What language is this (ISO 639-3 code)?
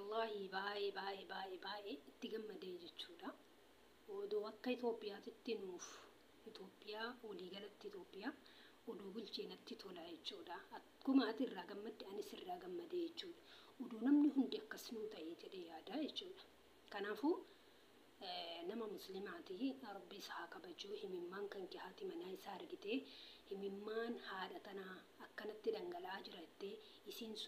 orm